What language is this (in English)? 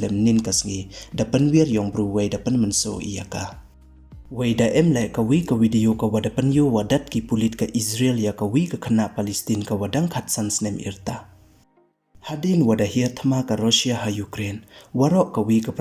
Pnar